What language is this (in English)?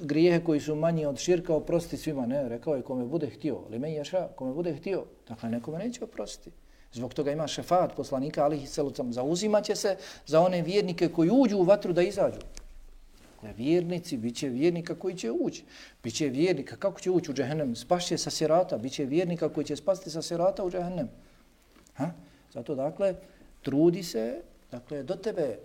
Bosnian